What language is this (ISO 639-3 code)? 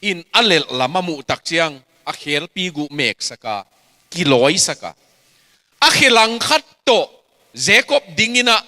ctd